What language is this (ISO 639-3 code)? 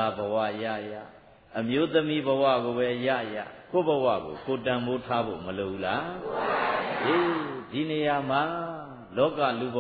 mya